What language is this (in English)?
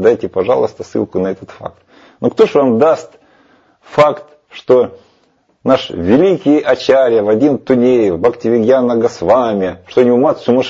Russian